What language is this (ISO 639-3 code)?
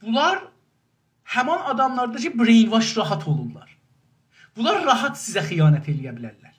azb